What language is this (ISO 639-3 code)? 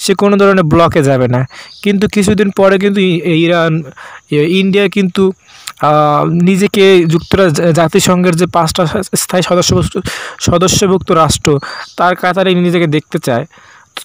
ben